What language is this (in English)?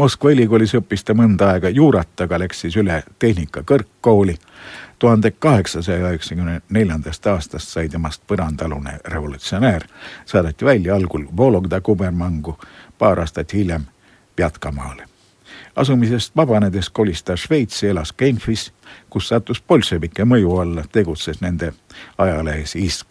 Estonian